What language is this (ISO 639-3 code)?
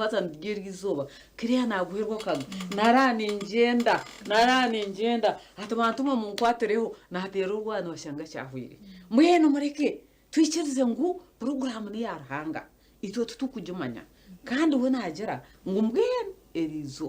nyn